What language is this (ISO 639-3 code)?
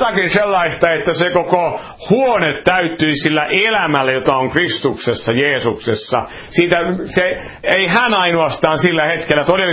fin